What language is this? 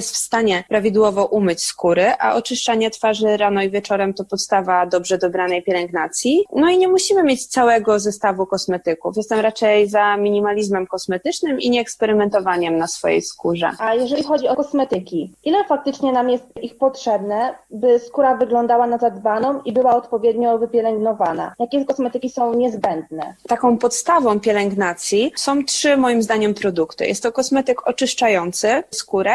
Polish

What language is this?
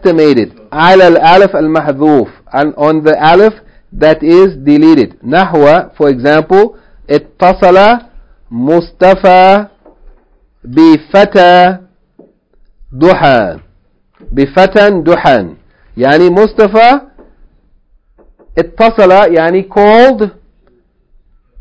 English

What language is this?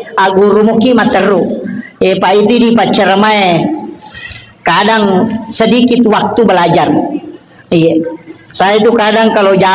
Buginese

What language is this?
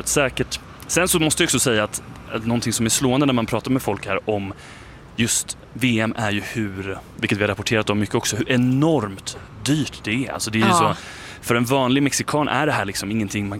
Swedish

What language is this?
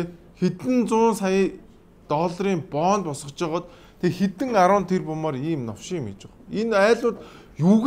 Mongolian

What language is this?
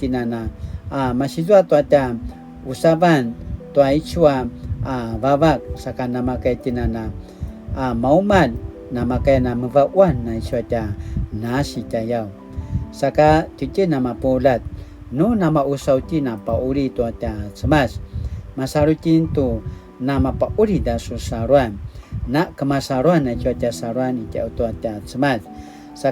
Paiwan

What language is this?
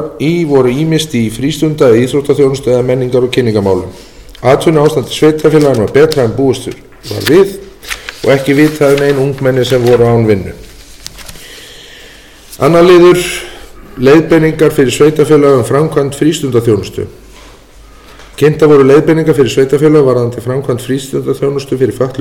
Icelandic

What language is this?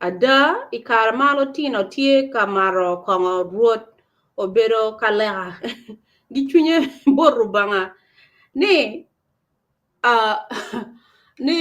Acoli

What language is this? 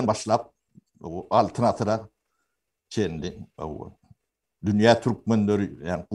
Turkmen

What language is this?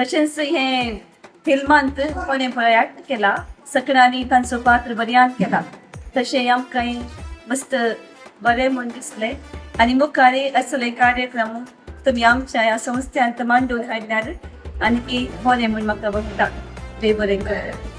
Konkani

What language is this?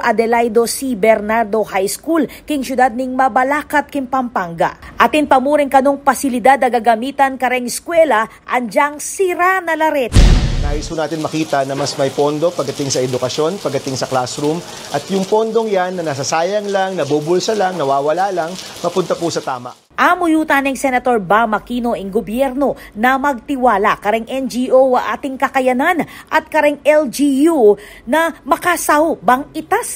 Pampanga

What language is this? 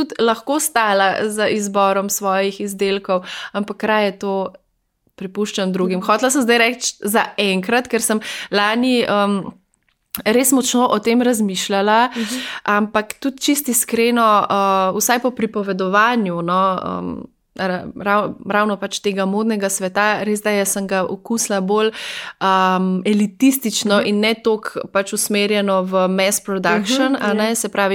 Slovenian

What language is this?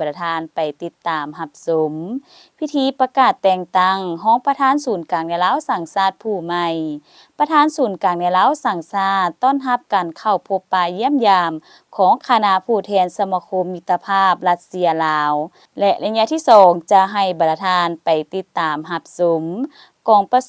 Lao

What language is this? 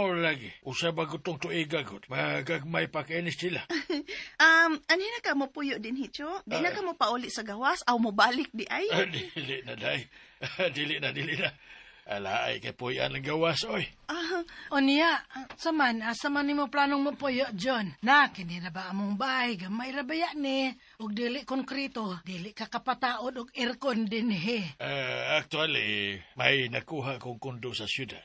Cebuano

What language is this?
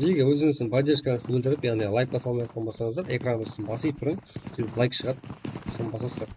Kara-Kalpak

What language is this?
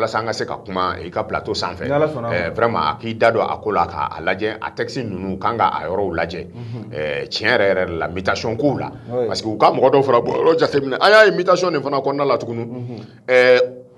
Bambara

